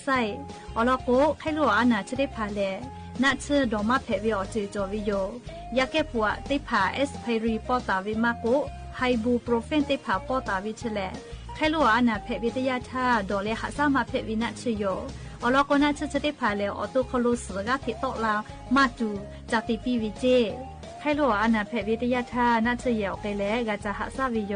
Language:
Lahu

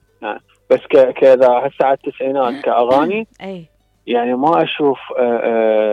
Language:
Mesopotamian Arabic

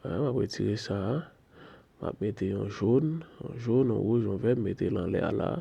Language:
Haitian Creole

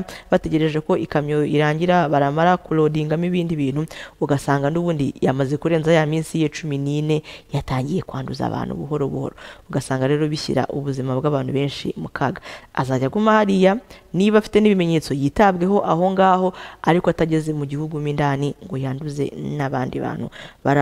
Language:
Kinyarwanda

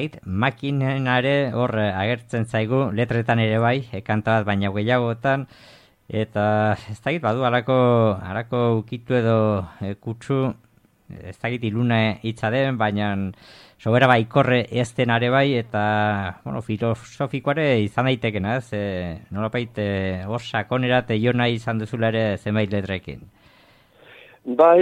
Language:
Basque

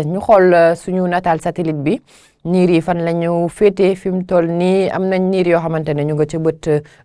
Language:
Wolof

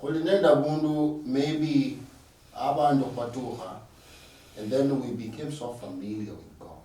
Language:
Luyia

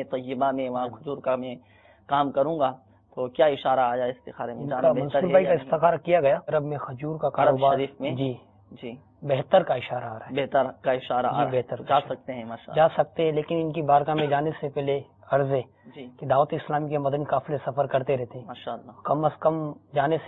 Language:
Urdu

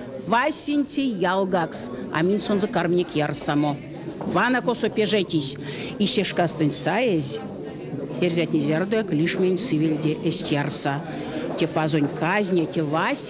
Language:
Erzya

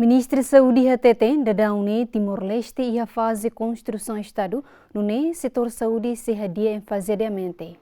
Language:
Tetum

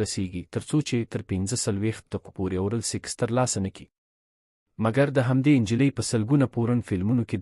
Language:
Pashto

